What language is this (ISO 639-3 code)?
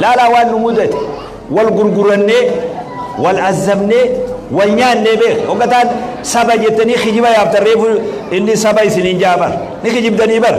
orm